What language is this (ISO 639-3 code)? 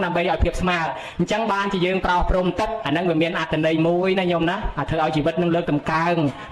khm